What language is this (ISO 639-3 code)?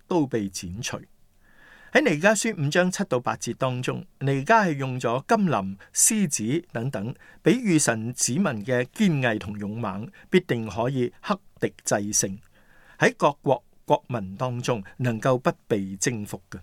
yue